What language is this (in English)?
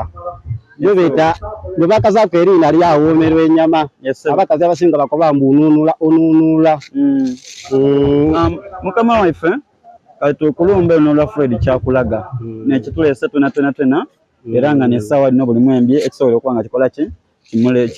Soga